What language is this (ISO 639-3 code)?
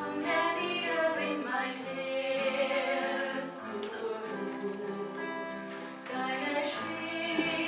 bar